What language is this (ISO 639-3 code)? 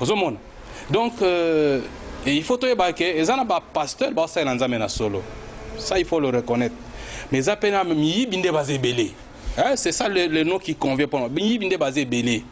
lin